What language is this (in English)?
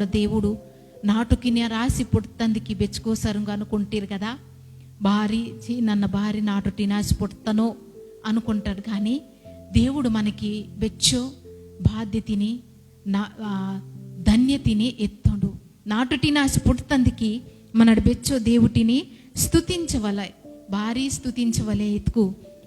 Koya